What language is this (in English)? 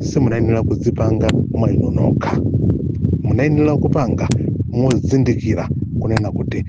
Nyanja